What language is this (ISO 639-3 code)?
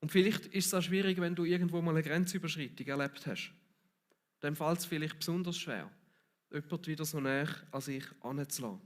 gsw